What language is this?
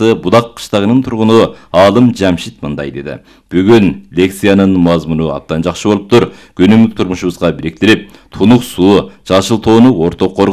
Kyrgyz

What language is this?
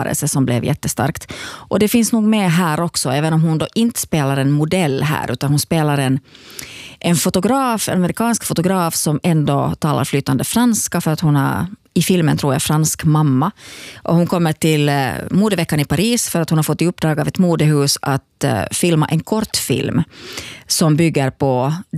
Swedish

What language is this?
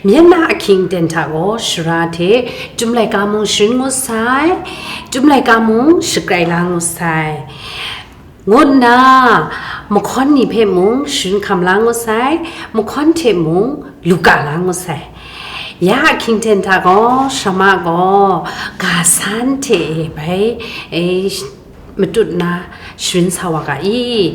Kachin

